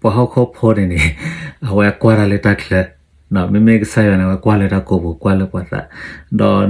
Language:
S'gaw Karen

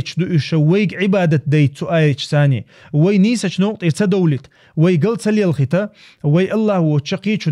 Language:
Chechen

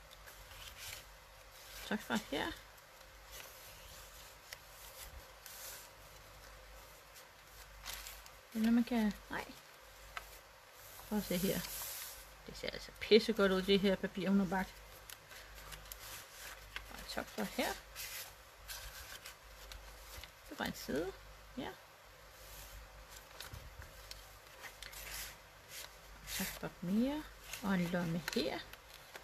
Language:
Danish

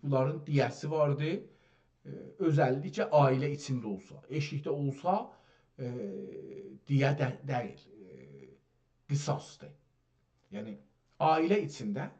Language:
South Azerbaijani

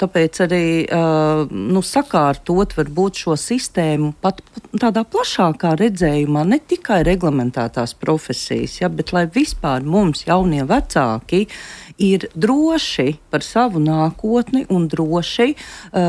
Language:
Latvian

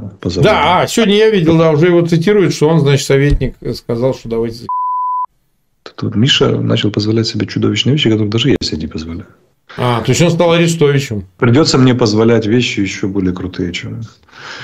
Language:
Russian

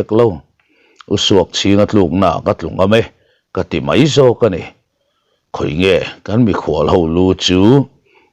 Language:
Mizo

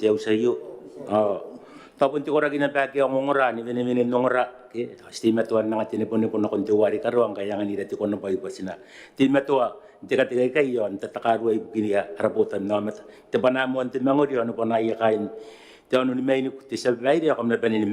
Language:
Gilbertese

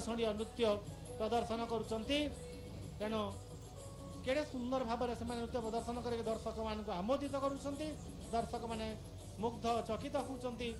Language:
Odia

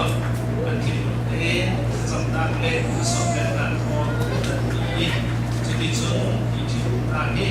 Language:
Falam Chin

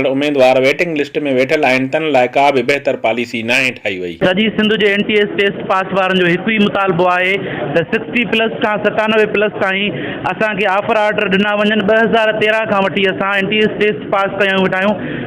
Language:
Sindhi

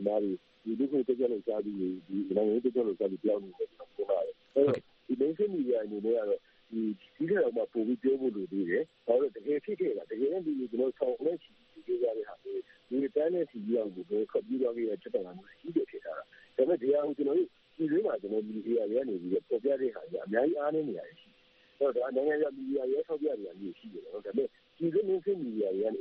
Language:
Burmese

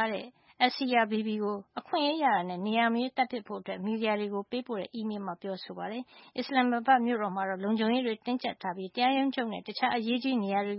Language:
Burmese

